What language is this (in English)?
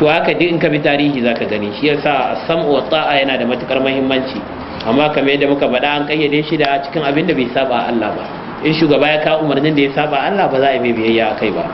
Hausa